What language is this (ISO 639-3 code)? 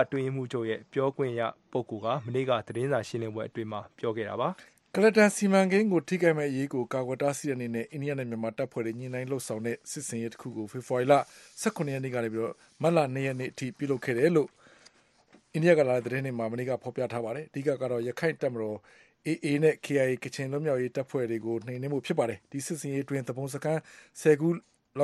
mya